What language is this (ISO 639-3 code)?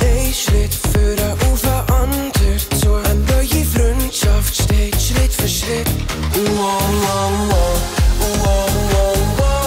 gsw